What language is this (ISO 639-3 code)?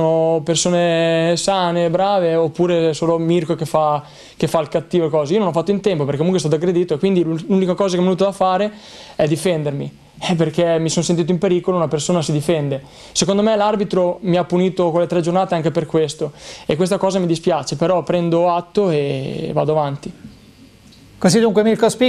ita